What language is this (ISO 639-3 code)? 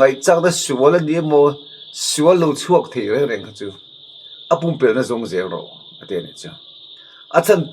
lus